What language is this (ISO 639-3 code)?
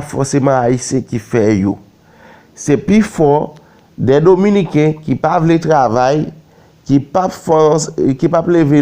hat